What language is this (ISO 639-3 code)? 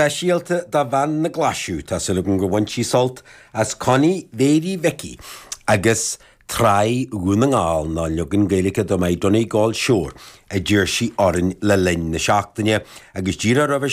gle